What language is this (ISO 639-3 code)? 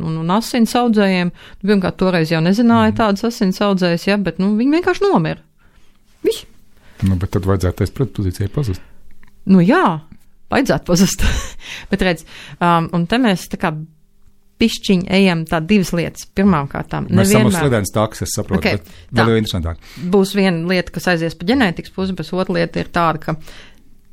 lav